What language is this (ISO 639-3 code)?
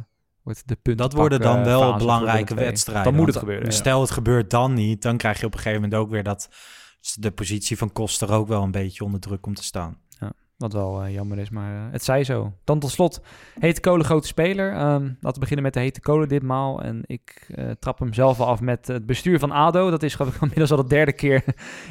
nld